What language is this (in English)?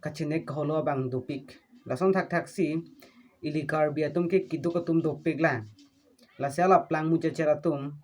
Karbi